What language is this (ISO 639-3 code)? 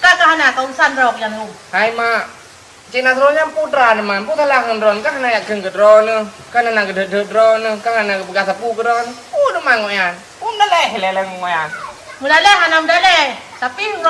ace